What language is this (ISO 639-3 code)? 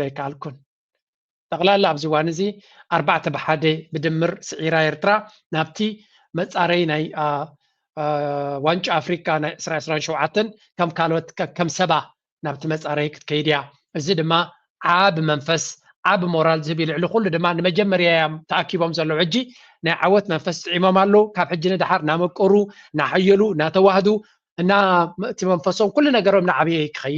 tir